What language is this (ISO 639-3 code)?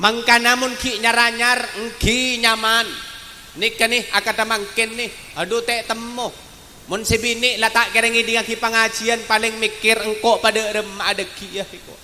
mad